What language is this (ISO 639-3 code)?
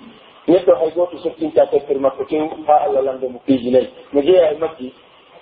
fuf